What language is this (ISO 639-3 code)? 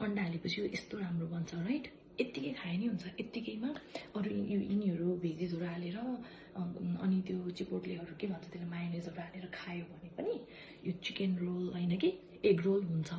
nep